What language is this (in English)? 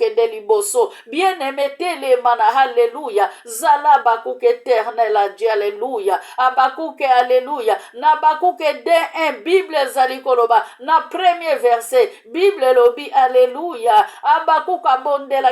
Lingala